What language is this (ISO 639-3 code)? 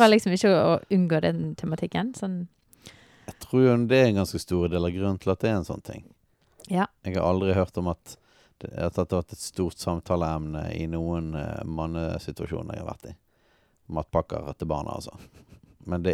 nor